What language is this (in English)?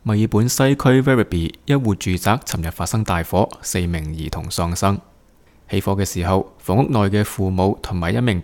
Cantonese